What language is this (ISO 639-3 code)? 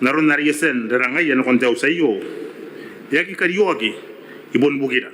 gil